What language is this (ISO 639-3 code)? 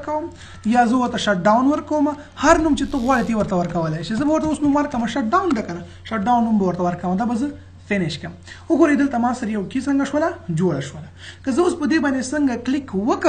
pus